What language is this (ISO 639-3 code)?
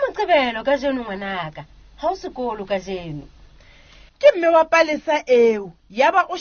sot